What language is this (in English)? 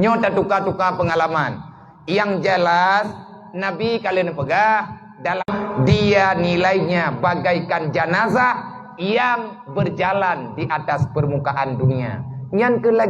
Achinese